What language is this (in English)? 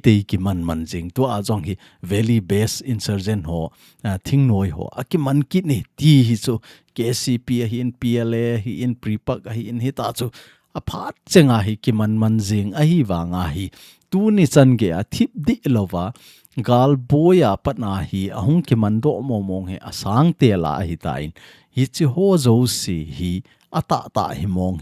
Thado Chin